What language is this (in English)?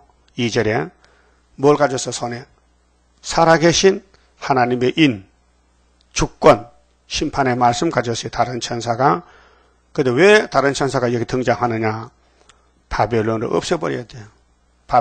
Korean